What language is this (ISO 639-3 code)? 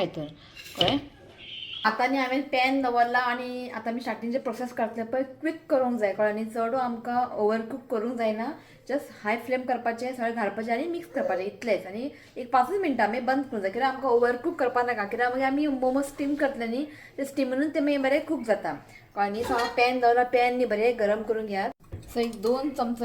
kok